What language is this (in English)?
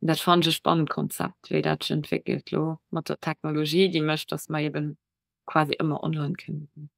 Luxembourgish